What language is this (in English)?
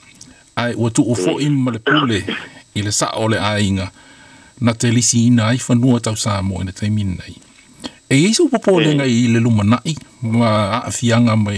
Samoan